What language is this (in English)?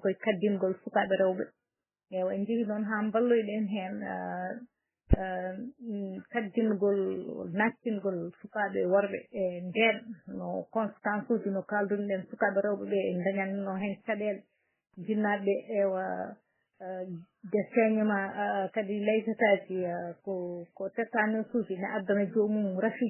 Fula